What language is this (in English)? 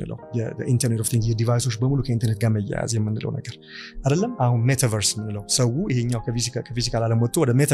Amharic